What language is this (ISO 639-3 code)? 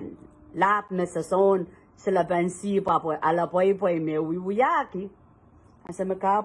pon